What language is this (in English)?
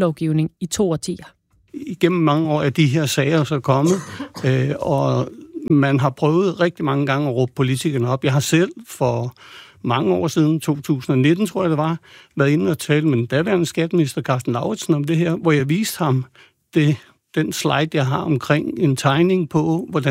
Danish